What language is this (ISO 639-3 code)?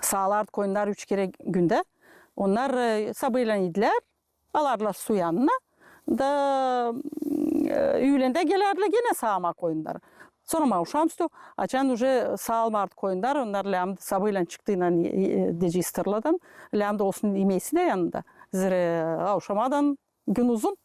gag